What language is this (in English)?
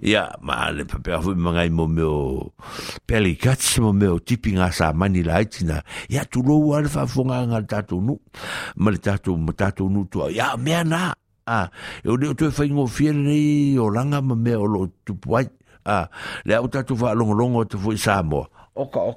Samoan